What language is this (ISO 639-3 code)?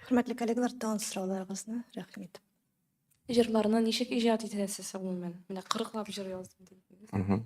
tat